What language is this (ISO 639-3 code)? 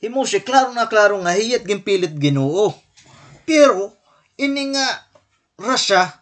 war